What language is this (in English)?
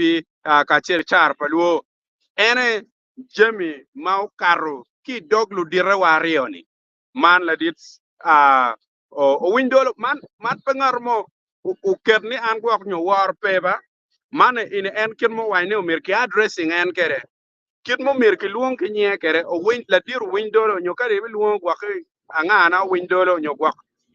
Acoli